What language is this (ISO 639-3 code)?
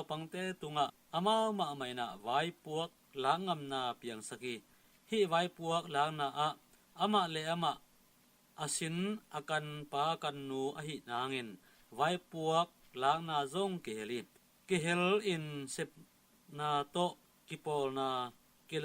ctd